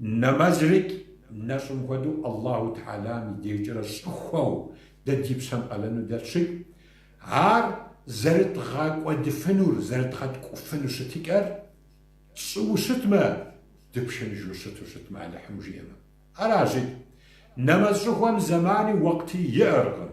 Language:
Kabardian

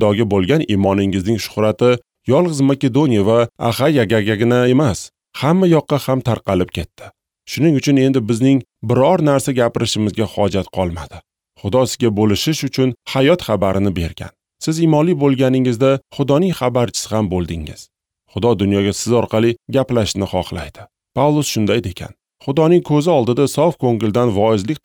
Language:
Uzbek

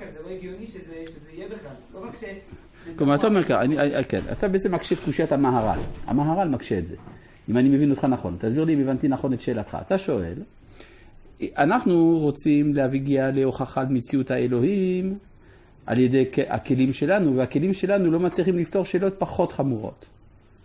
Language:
Hebrew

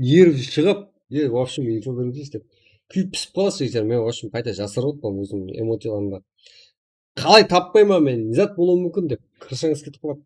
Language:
Kara-Kalpak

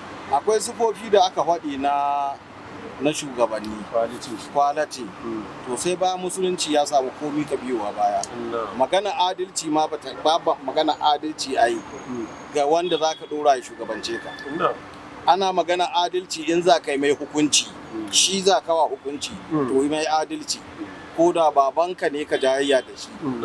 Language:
Hausa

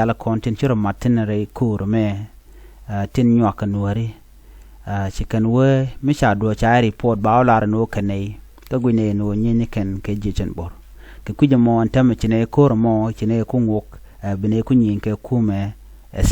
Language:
Nuer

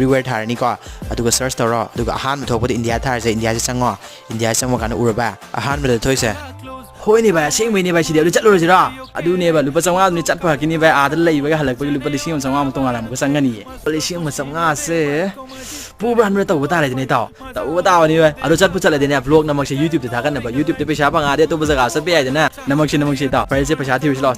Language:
Manipuri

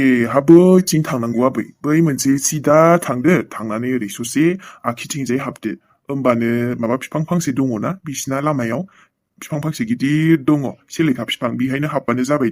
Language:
Bodo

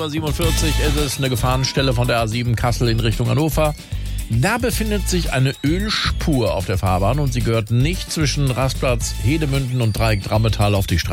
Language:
German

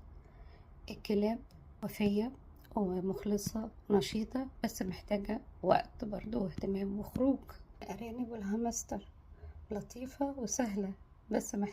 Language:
Egyptian Arabic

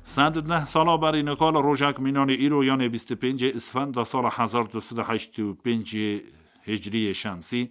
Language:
Kurdish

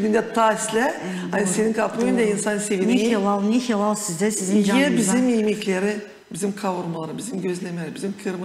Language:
Gagauz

